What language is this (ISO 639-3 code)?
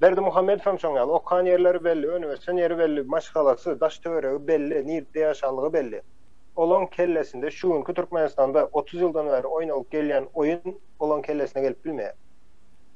tuk